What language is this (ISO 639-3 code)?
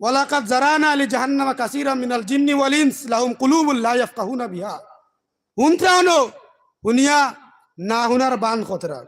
syl